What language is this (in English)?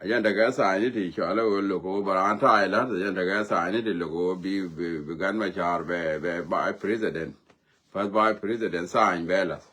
Nuer